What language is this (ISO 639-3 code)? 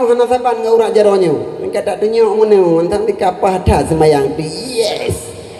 ace